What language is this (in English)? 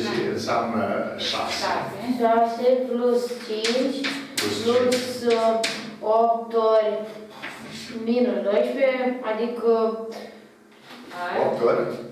Romanian